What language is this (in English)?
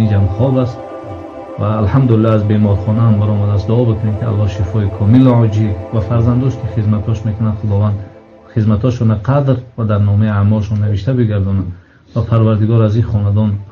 Tajik